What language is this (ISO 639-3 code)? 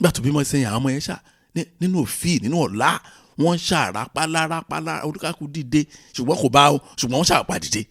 yor